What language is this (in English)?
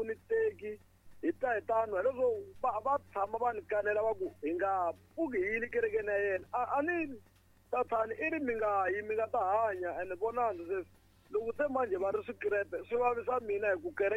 Tsonga